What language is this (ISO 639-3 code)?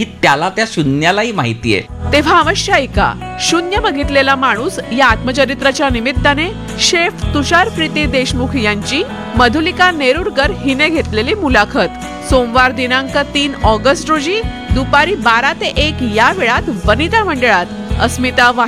mar